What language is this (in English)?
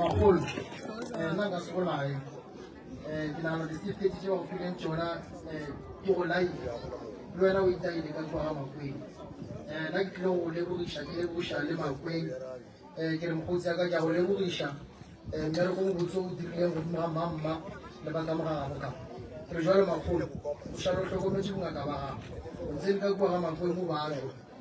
Northern Sotho